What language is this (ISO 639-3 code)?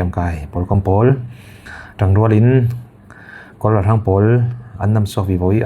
cfm